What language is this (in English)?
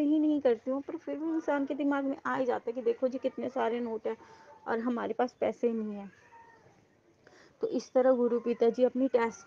Hindi